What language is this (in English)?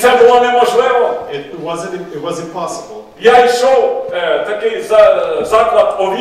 Ukrainian